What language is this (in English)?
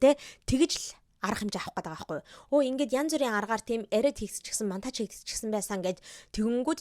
Mongolian